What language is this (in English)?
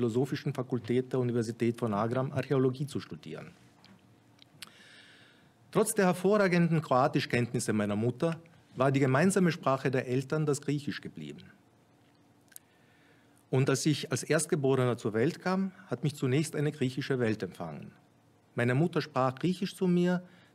German